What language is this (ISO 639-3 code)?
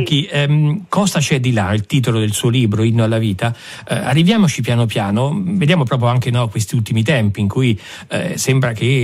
ita